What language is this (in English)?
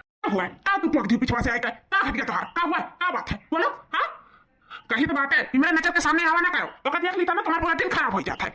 Awadhi